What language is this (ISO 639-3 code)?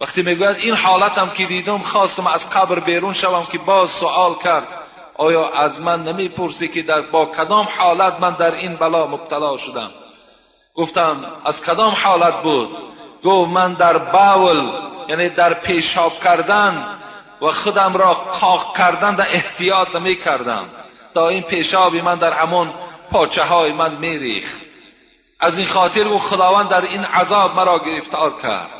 tgk